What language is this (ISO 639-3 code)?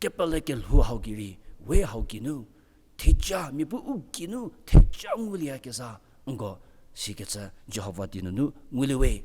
njm